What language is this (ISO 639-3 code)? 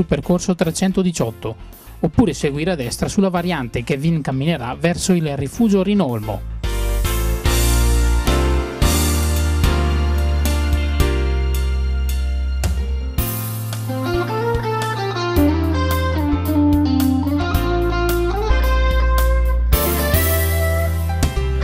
ita